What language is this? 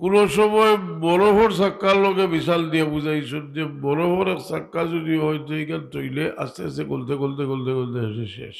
Sylheti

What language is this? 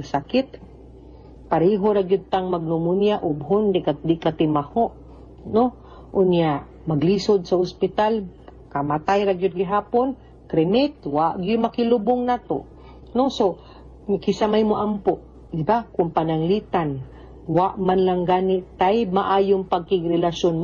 Cebuano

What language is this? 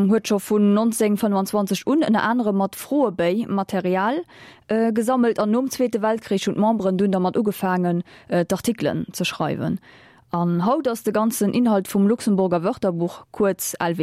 Luxembourgish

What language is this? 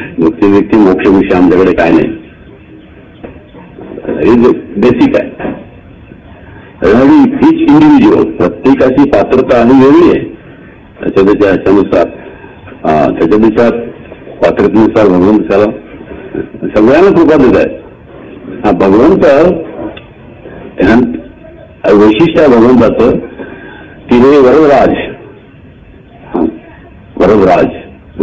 Marathi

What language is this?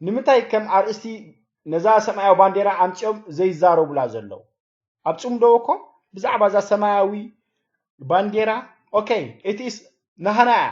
Tigrinya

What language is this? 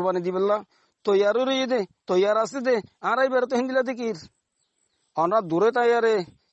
Rohingya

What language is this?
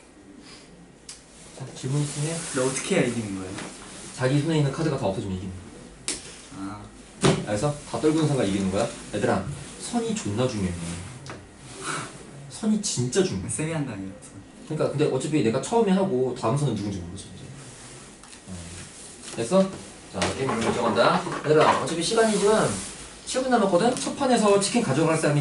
Korean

